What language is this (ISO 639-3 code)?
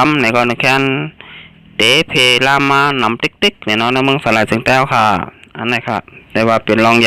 shn